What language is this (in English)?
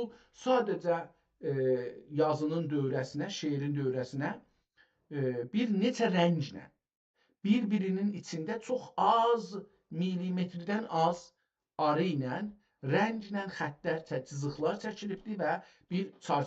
South Azerbaijani